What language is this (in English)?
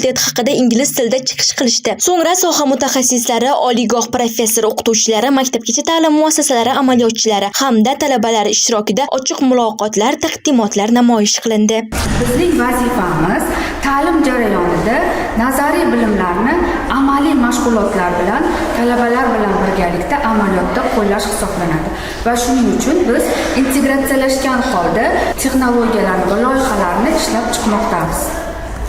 Uzbek